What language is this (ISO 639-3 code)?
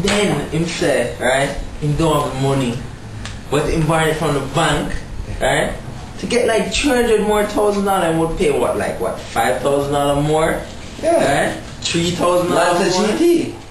jam